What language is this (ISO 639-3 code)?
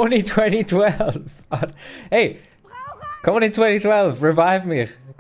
gsw